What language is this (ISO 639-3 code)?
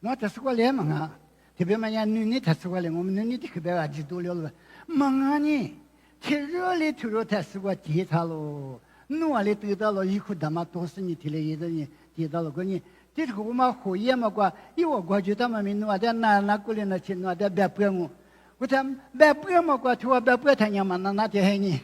lis